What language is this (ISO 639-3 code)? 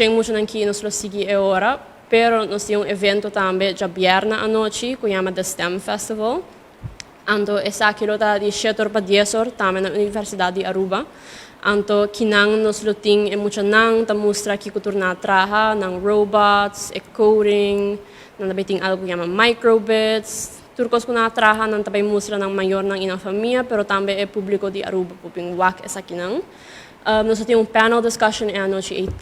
pap